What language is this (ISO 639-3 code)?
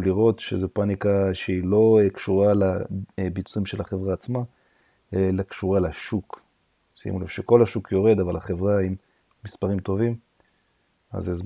heb